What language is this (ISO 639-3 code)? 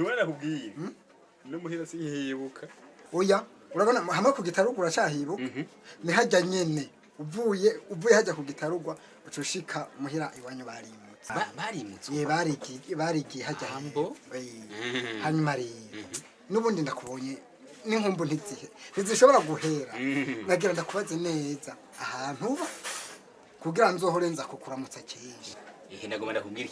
run